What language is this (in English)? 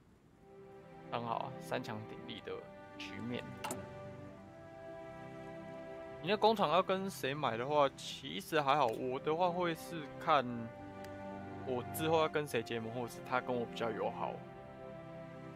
Chinese